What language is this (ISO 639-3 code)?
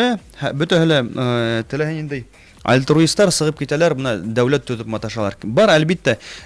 bak